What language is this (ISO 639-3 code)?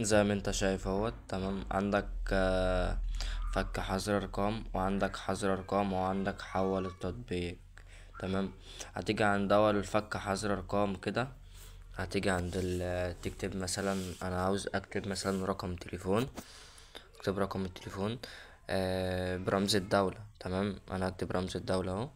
arz